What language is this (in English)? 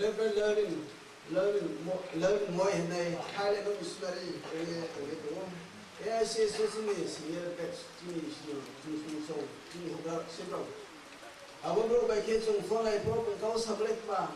Riang (India)